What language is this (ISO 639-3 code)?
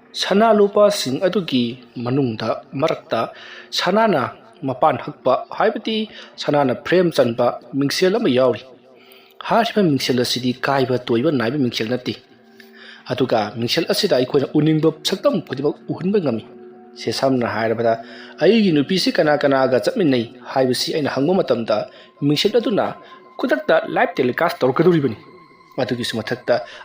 mni